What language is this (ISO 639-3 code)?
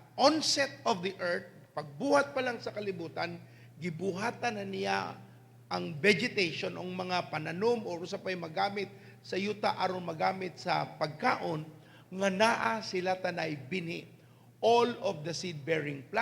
ceb